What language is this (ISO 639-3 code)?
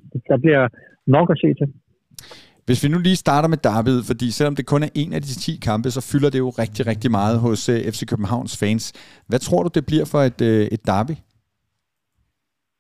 dan